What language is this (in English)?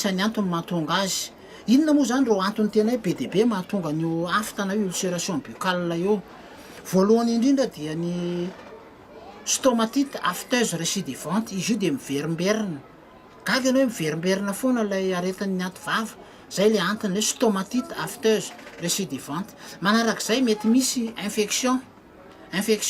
Malagasy